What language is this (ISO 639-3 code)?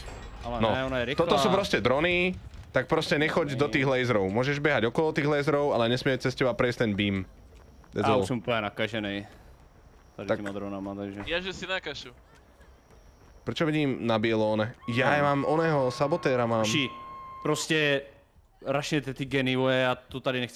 slk